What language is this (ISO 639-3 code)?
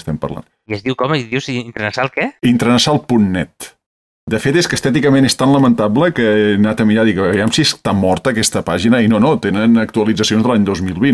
cat